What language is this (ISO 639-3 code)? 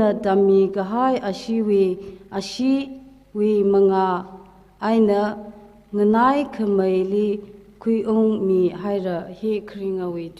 nmf